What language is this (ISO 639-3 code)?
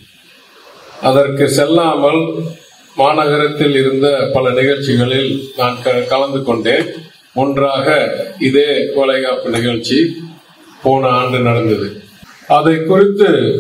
tam